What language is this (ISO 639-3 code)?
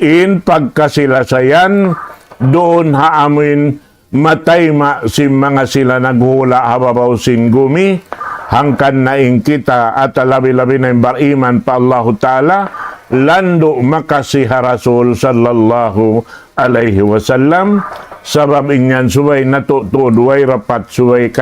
tsg